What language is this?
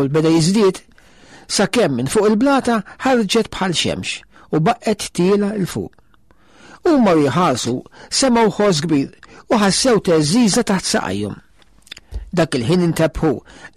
Maltese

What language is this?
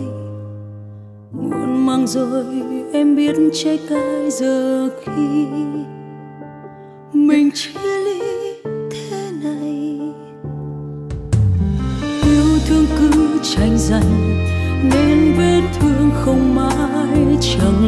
Vietnamese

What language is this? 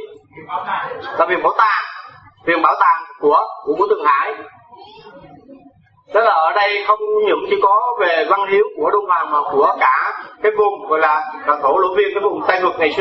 Vietnamese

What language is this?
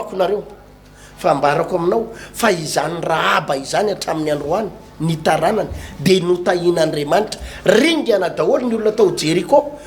Malagasy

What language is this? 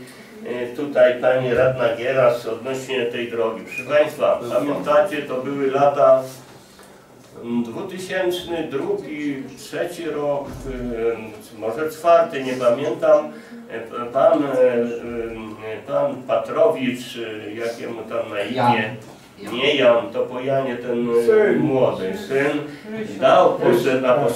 Polish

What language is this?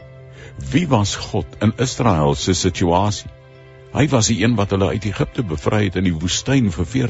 Afrikaans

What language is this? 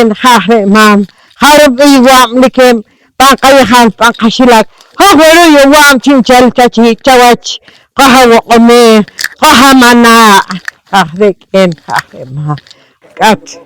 Poqomchi'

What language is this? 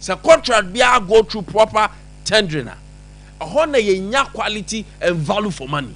Akan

